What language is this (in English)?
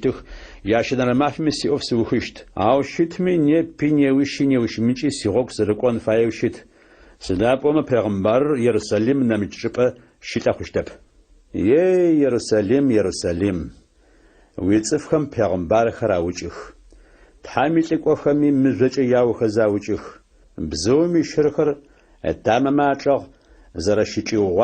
Adyghe